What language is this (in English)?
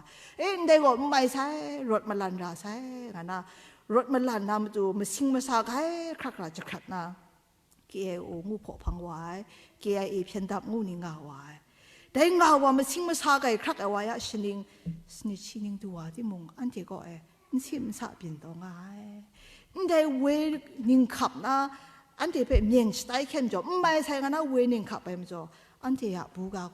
Kachin